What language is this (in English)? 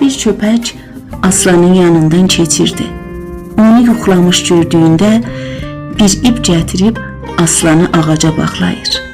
South Azerbaijani